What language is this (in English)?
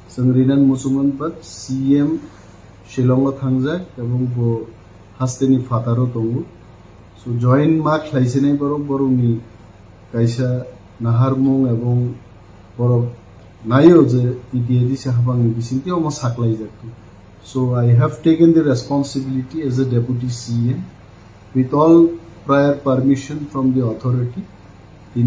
Kok Borok